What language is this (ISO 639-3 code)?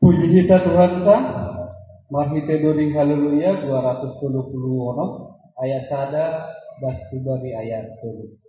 bts